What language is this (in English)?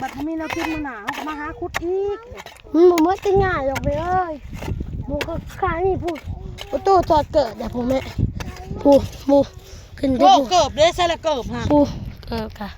Northeastern Thai